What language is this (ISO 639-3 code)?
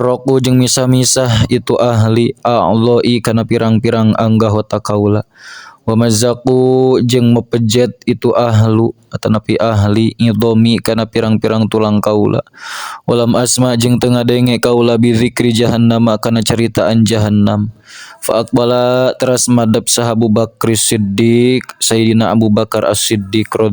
sun